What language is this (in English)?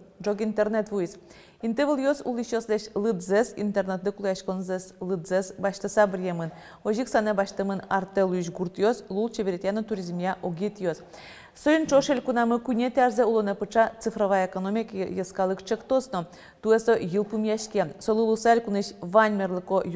Udmurt